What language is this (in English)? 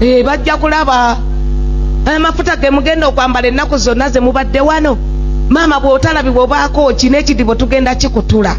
Ganda